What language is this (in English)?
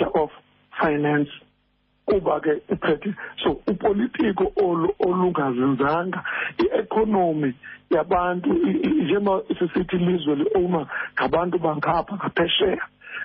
Xhosa